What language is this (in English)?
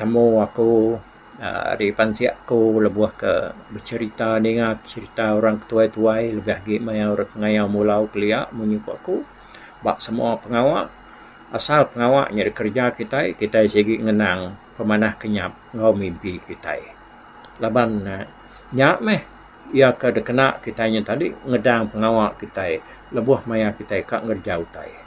Iban